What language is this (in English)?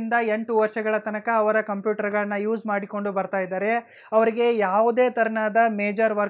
Kannada